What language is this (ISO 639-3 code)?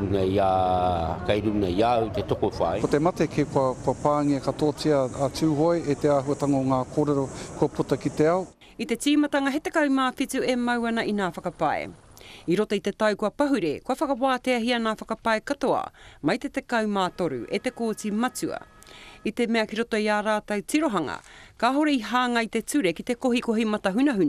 mri